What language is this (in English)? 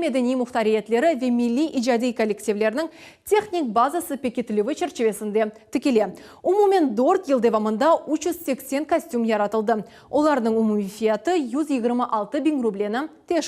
Crimean Tatar